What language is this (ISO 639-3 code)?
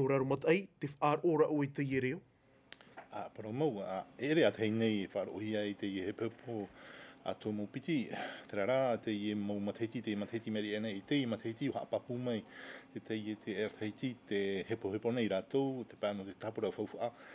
tah